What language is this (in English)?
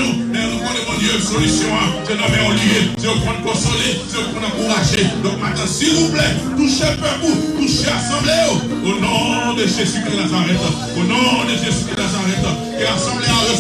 Haitian Creole